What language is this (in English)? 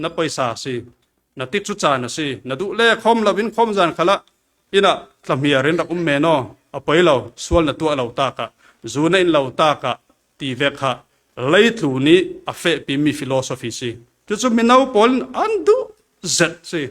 Falam Chin